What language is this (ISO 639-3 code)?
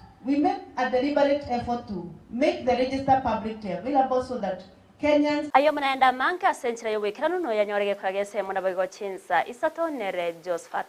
guz